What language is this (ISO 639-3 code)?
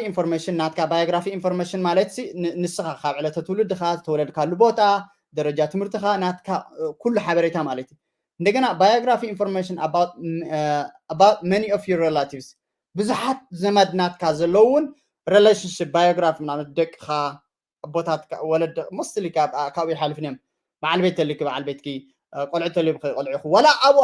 tir